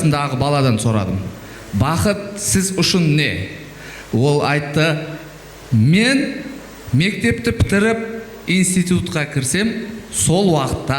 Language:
Kara-Kalpak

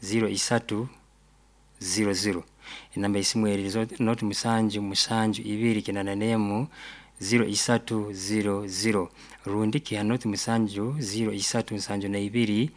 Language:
Nyoro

